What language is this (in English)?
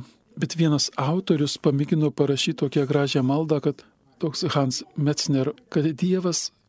Lithuanian